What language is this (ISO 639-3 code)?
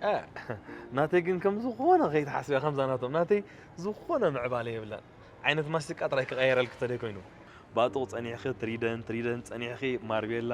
tir